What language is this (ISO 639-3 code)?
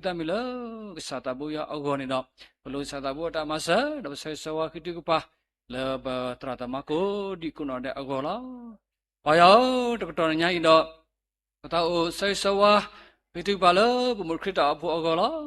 ksw